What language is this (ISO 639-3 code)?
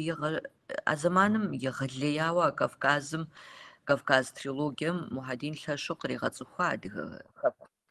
kbd